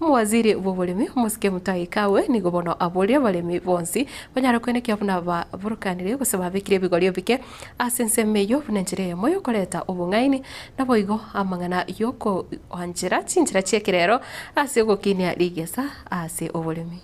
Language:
Gusii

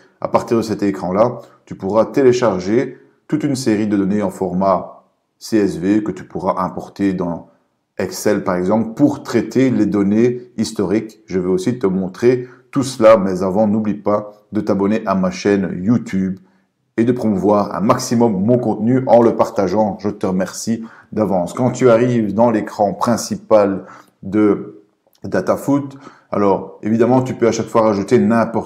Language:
French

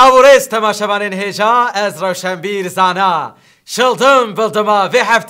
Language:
Kurdish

